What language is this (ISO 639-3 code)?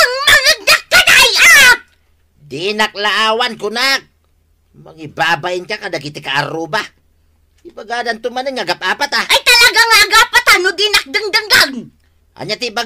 ilo